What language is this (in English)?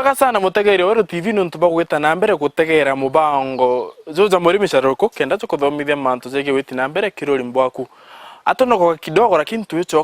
Meru